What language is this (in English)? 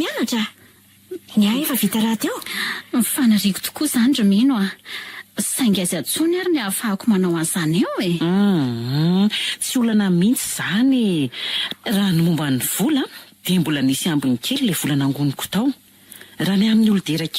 Malagasy